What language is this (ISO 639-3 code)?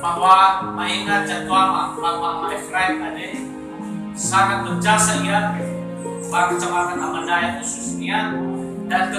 nia